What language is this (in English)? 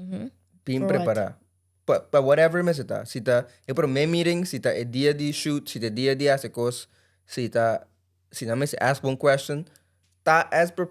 Papiamento